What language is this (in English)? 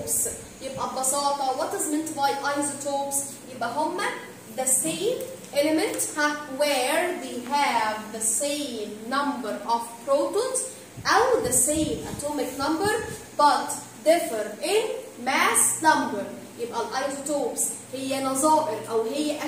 Egyptian Arabic